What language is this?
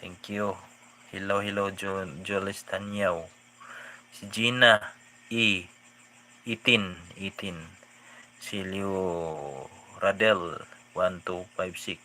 Cebuano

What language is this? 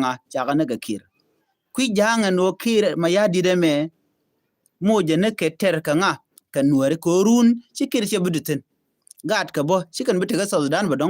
Nuer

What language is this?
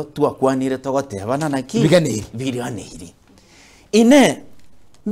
Gusii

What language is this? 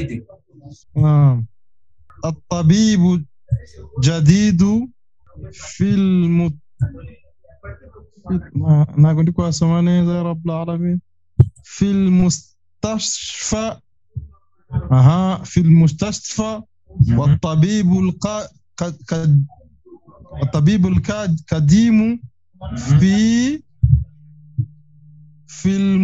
Kinyarwanda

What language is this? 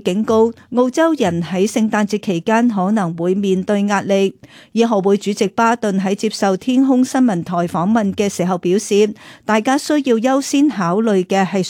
Cantonese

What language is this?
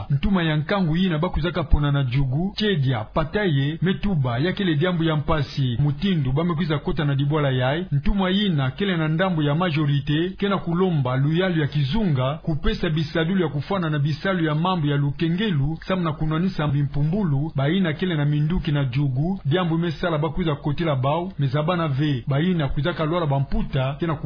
Kituba (Democratic Republic of Congo)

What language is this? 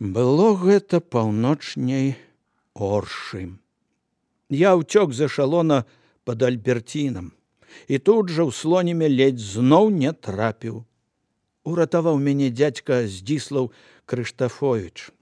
Belarusian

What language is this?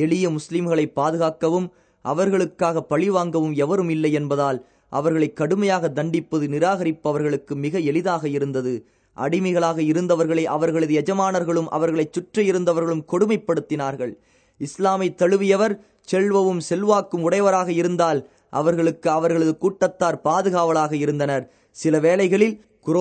Tamil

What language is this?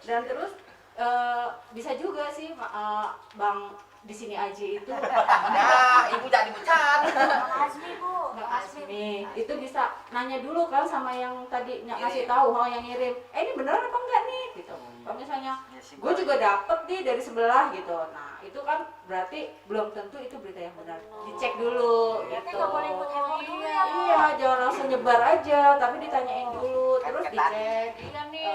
Betawi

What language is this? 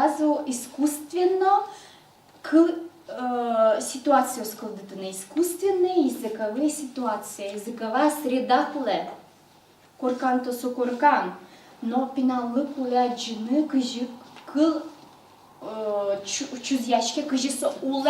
Udmurt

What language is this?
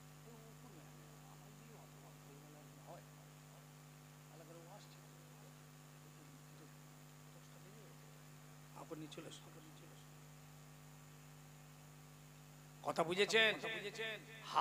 Bangla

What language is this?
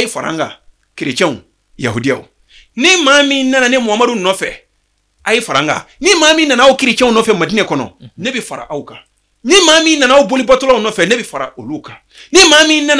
Bambara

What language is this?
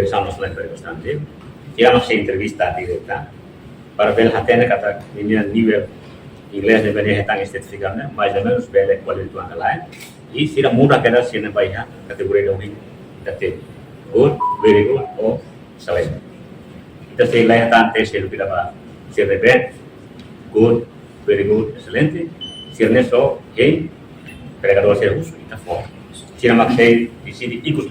Tetum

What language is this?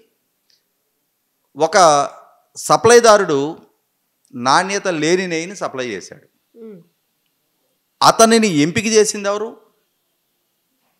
Telugu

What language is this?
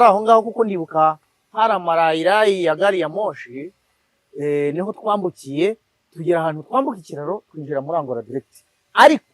Kinyarwanda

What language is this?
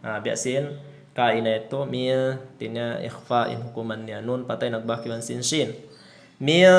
Tausug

